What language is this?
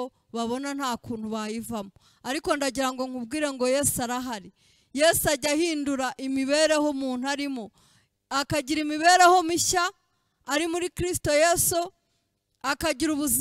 Kinyarwanda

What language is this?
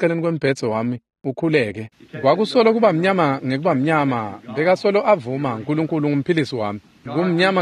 Swati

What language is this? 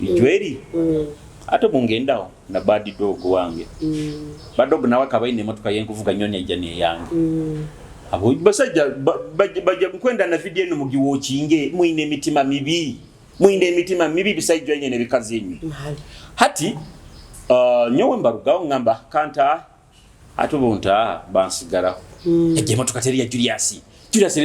Nyoro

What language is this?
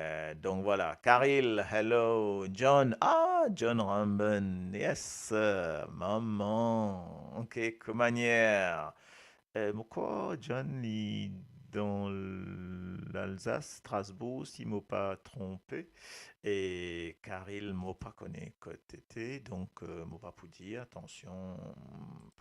Morisyen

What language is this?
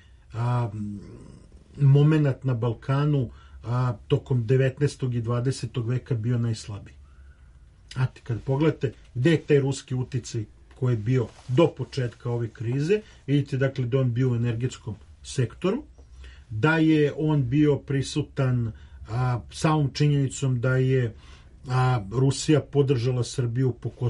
Serbian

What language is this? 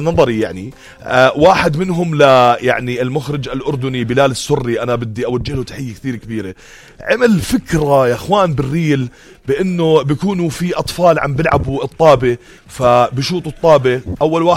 North Levantine Arabic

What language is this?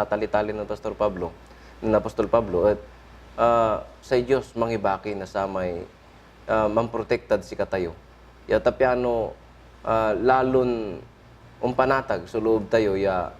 Pangasinan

